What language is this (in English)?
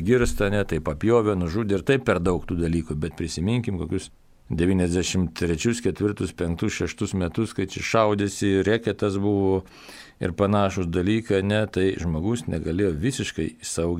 Lithuanian